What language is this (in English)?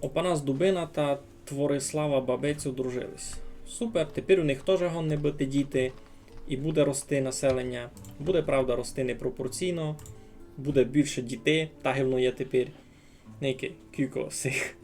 Rusyn